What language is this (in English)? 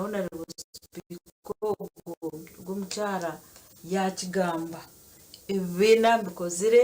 Nyankole